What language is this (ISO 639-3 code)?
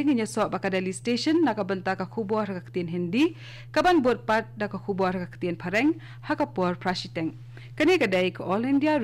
kha